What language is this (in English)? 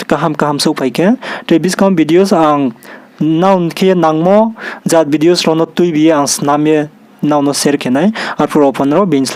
Riang (India)